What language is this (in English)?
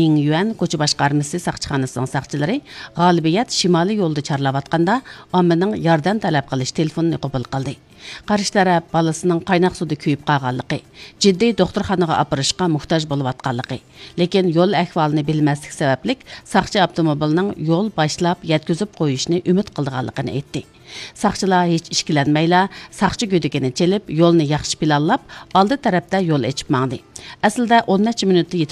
Uyghur